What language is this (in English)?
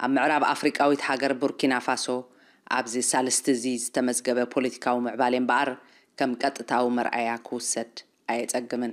Tigrinya